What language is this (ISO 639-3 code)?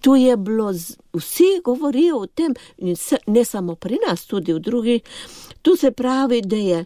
slv